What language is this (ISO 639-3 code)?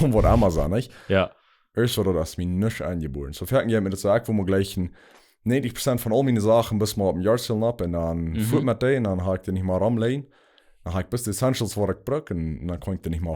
pdt